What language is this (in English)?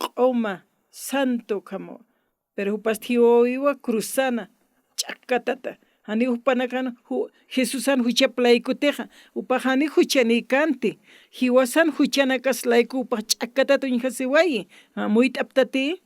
Aymara